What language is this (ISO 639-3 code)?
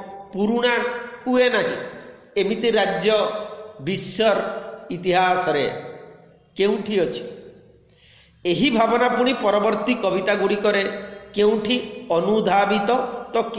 ori